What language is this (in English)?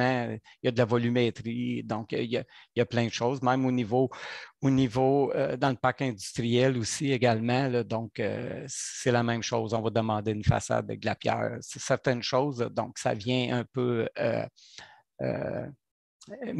French